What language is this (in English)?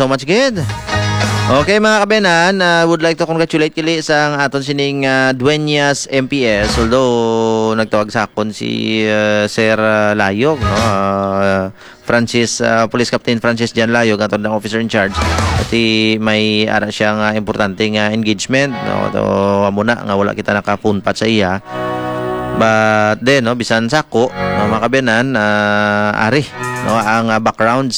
Hiligaynon